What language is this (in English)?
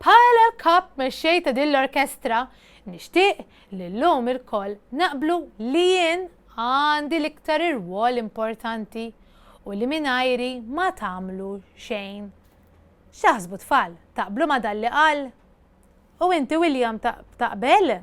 Maltese